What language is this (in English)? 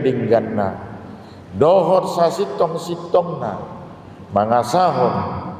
Batak Toba